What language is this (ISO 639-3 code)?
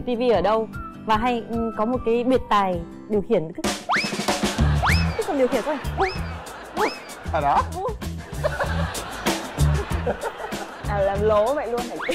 vie